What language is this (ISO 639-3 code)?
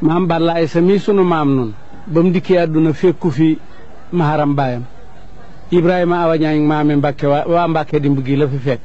wol